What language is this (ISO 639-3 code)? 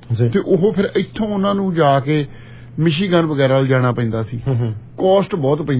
pan